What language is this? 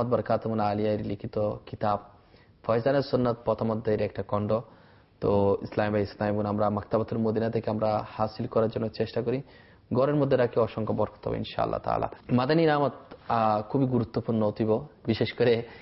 Bangla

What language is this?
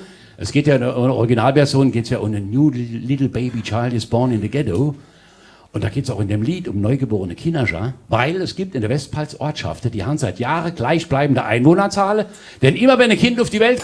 Palatine German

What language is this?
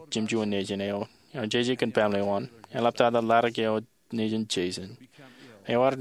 Marshallese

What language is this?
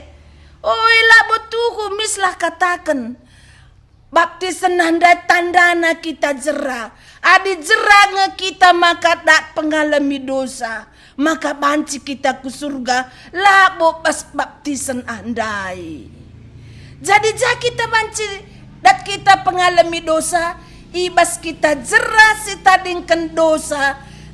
Batak Karo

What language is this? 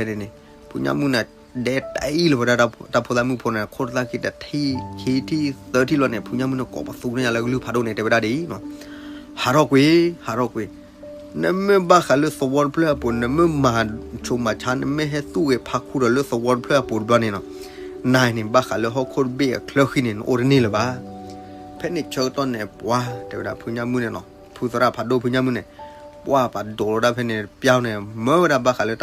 S'gaw Karen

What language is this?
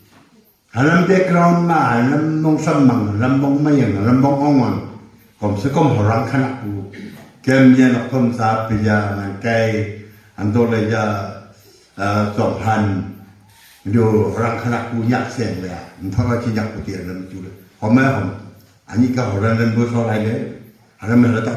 Wancho Naga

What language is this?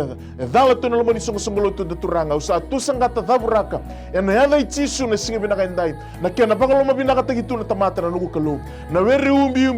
Fijian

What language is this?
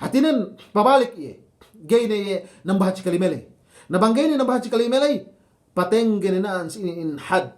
Yakan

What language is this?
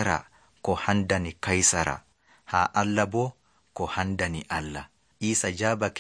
Nigerian Fulfulde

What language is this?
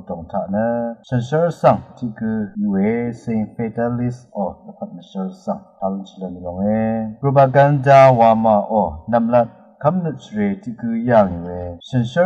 Rawang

